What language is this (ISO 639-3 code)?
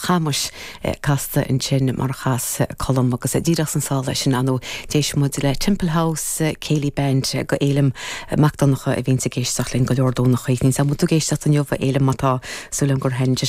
gle